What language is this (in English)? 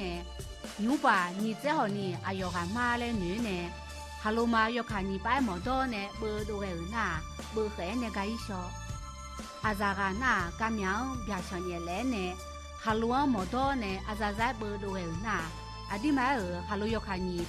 Akha